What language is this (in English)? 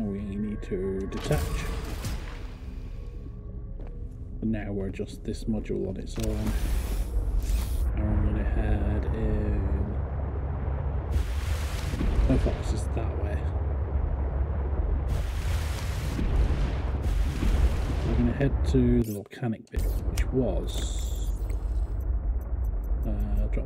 English